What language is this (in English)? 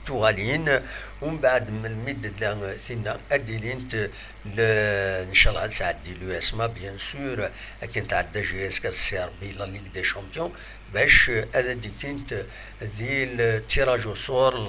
Kabyle